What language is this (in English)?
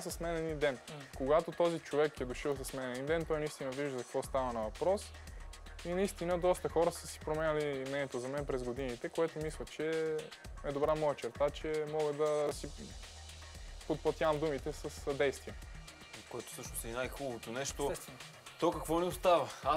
Bulgarian